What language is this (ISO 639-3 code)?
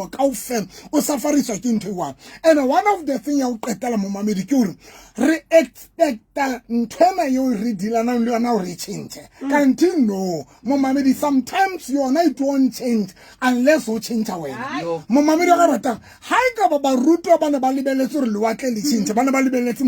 sot